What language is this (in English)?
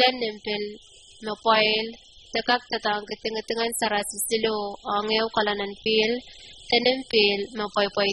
Pohnpeian